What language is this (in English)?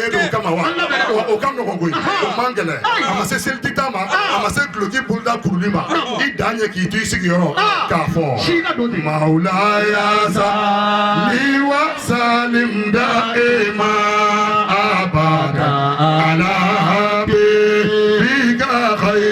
Bambara